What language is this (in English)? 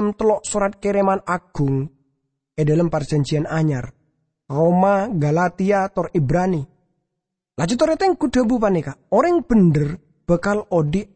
Madurese